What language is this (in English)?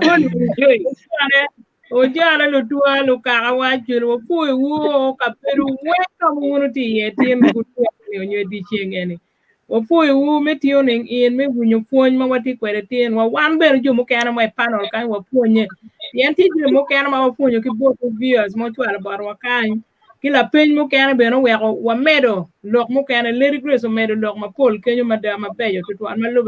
Acoli